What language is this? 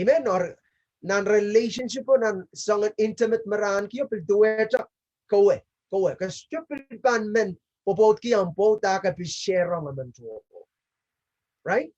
Pohnpeian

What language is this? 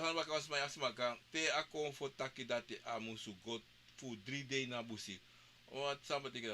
Sranan Tongo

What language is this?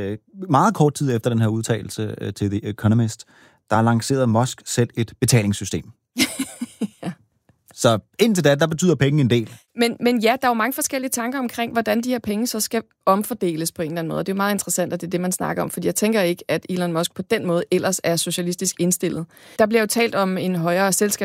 Danish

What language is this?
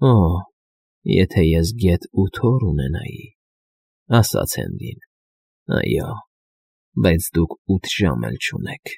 Armenian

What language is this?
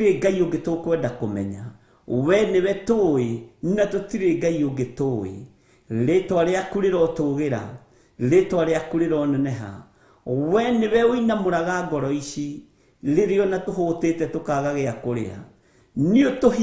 Kikuyu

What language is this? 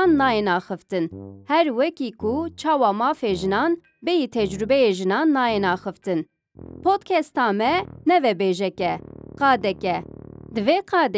Kurdish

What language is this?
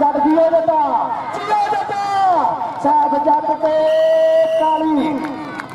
Punjabi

